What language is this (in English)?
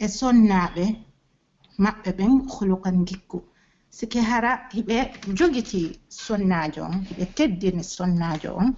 Pular